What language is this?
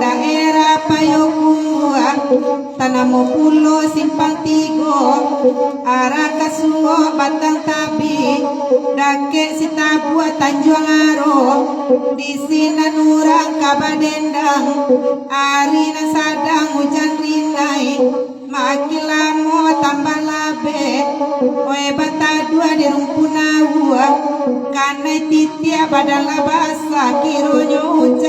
Minangkabau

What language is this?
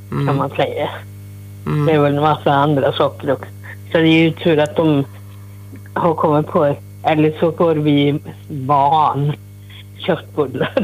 Swedish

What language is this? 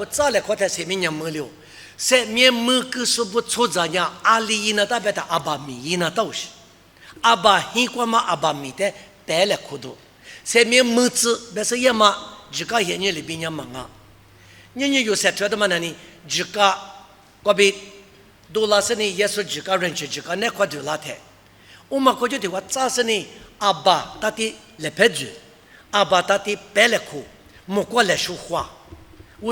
Lisu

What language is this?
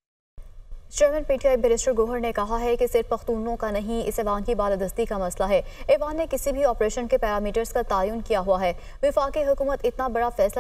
Urdu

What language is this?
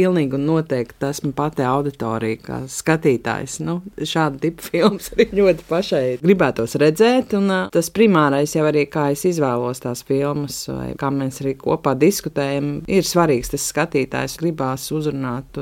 Latvian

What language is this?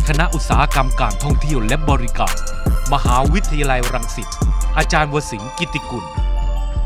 Thai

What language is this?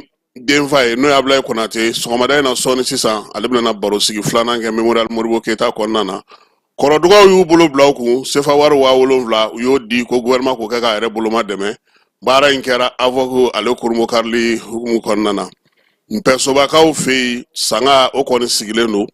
Bambara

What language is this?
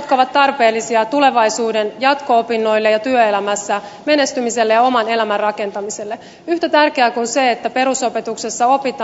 Finnish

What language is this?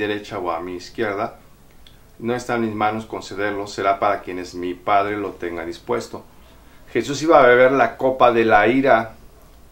Spanish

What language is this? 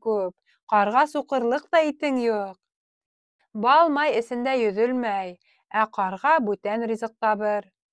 Bashkir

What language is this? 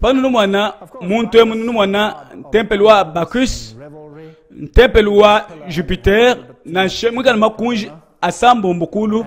Luba-Lulua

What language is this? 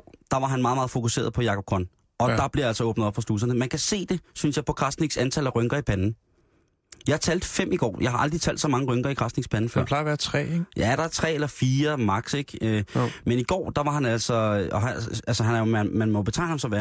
Danish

